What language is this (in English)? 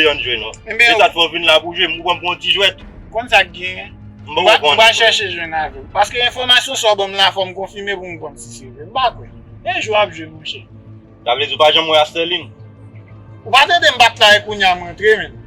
Haitian Creole